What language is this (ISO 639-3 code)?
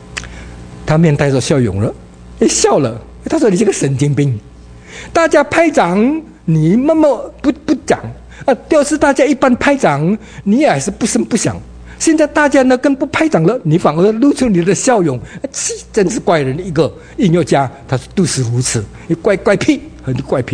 zho